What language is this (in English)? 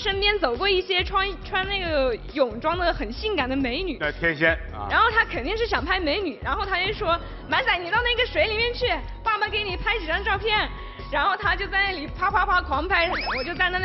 Chinese